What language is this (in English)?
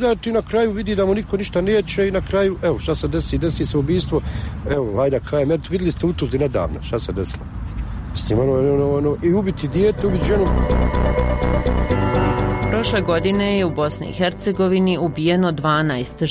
Bosnian